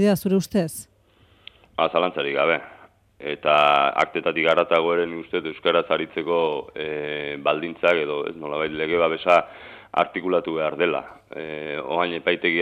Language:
Basque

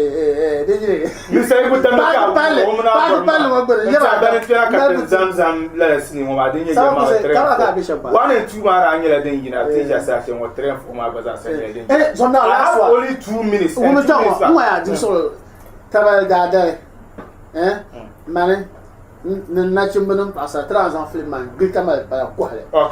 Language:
Dagbani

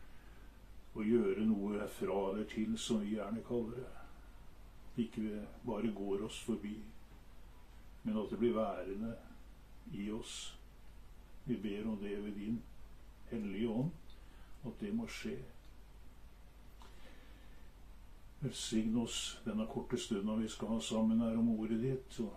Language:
Norwegian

